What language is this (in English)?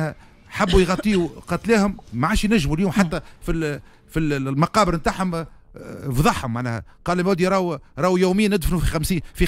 Tunisian Arabic